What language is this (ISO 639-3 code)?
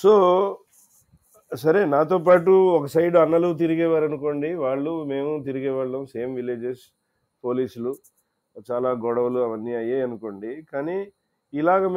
tel